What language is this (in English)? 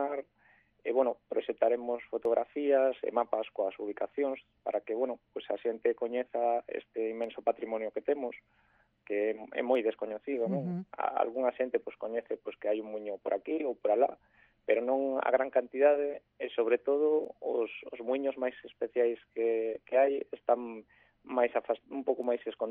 Galician